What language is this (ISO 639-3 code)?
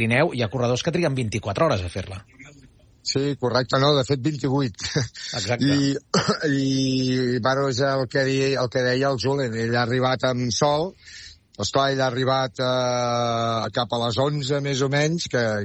cat